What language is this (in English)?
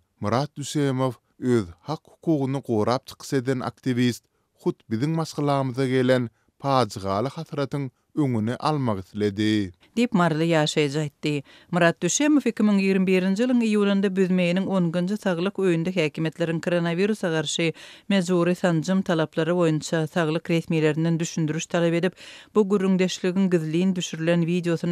Turkmen